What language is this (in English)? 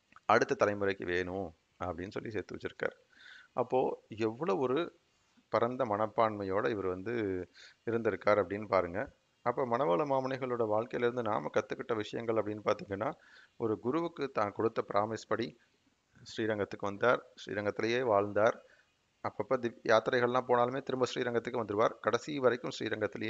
Tamil